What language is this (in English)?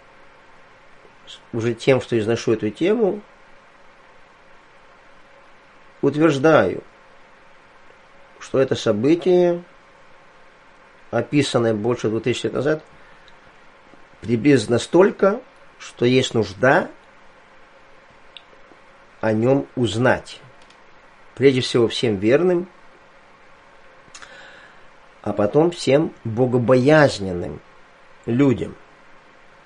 Russian